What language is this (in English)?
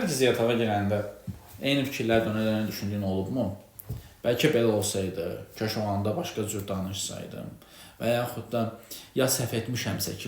Azerbaijani